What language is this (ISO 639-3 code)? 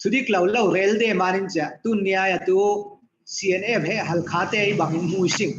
cfm